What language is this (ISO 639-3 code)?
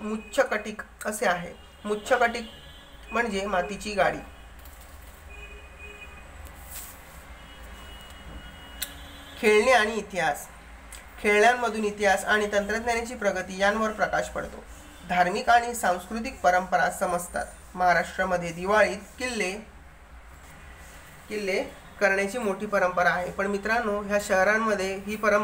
mar